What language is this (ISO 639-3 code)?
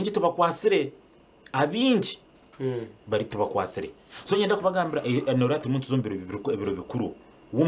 nyn